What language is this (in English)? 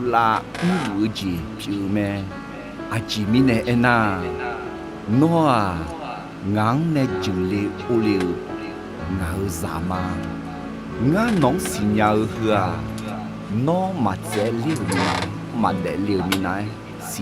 Akha